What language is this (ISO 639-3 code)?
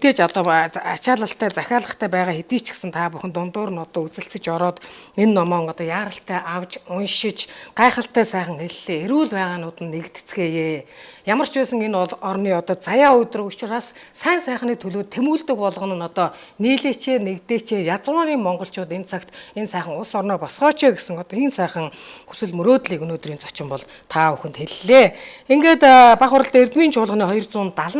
mon